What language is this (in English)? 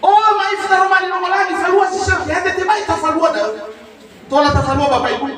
Nias